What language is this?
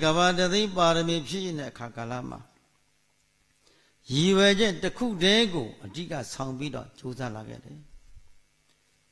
Burmese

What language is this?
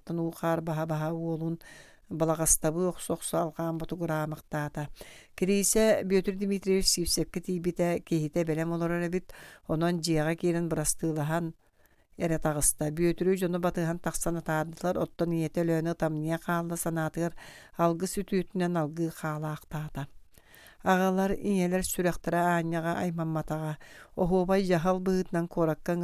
Yakut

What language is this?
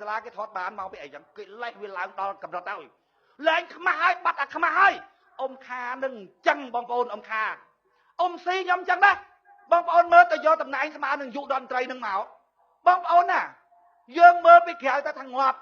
Khmer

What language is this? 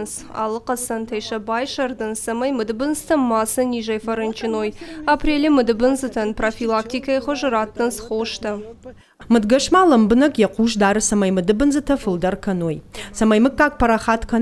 Ossetic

